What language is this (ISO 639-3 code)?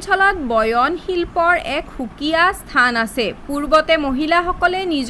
asm